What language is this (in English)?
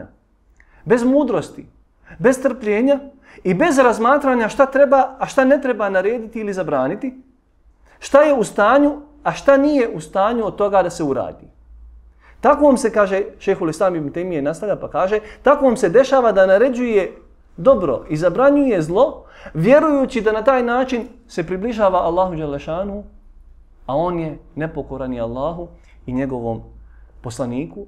Bosnian